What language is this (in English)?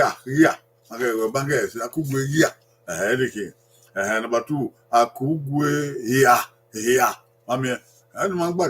Bini